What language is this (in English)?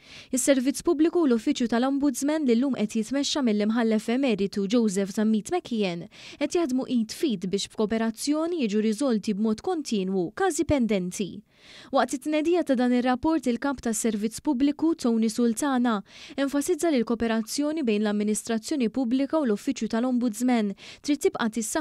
Maltese